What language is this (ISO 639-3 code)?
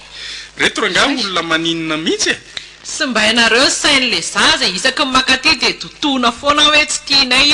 mlg